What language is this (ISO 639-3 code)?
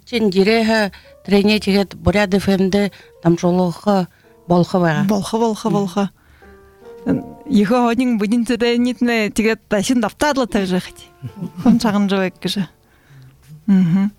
bua